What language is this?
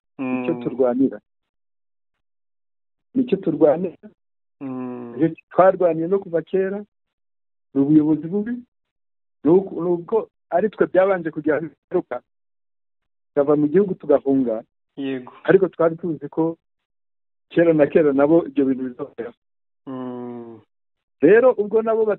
Kinyarwanda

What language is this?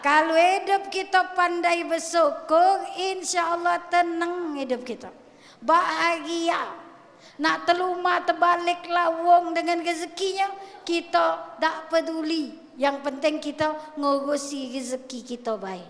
Musi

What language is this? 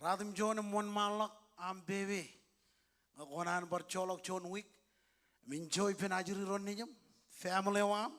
Marshallese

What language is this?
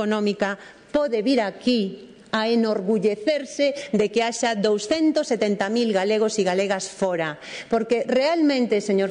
Galician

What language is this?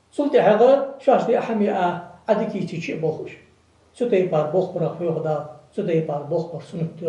Ingush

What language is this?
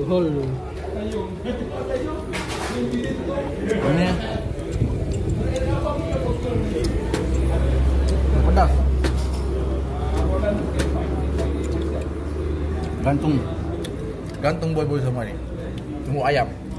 Malay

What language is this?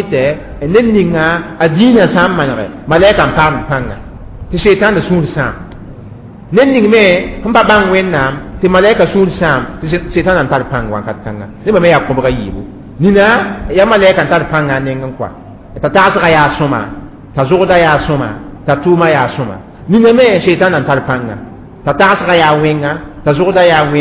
Mossi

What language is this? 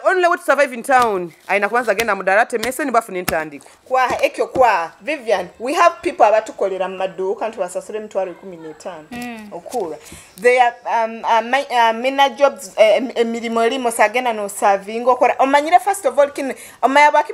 Nyoro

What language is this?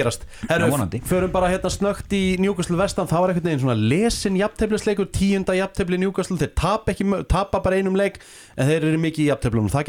Icelandic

